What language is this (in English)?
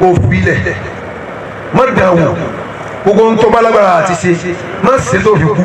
Yoruba